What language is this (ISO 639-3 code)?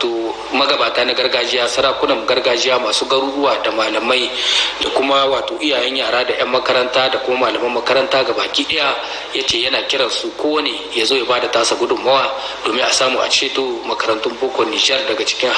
hau